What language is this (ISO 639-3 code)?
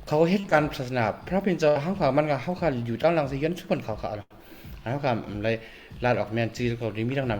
shn